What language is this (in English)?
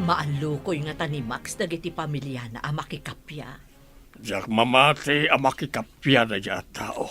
Iloko